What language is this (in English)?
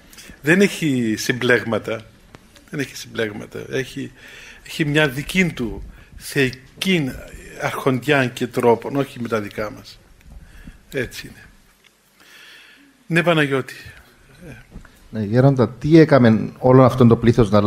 Greek